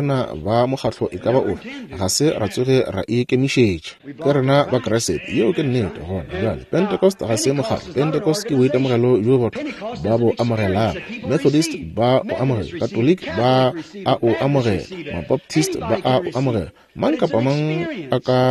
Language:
Northern Sotho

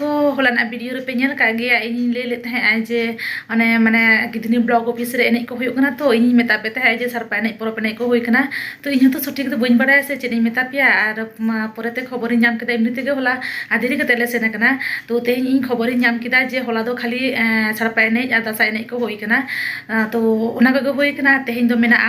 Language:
Santali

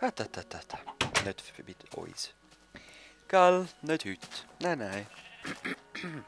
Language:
Swiss German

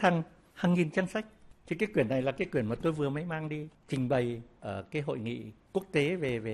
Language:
Vietnamese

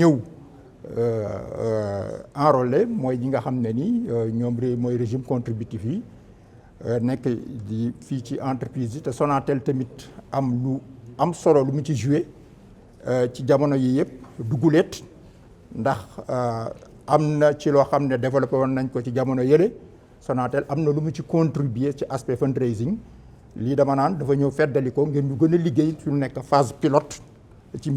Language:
Wolof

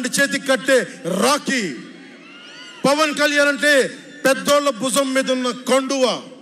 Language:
Telugu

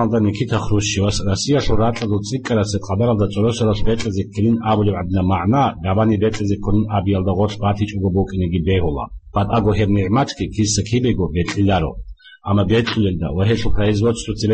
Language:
Avaric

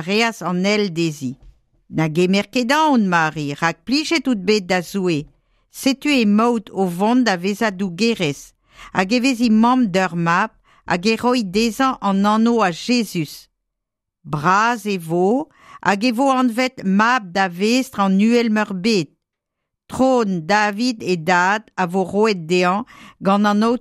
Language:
Breton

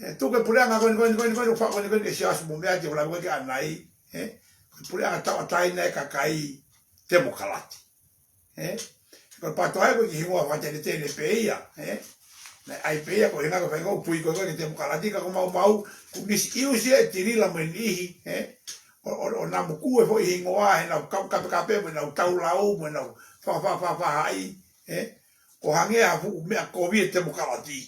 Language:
Tongan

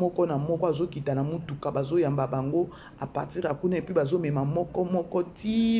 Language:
Lingala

